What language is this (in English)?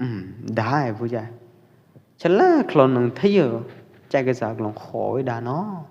Pwo Eastern Karen